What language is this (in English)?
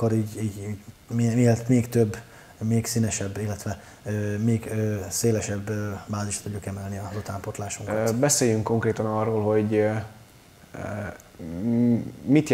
Hungarian